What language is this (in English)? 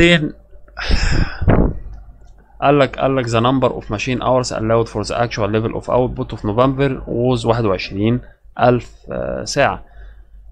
Egyptian Arabic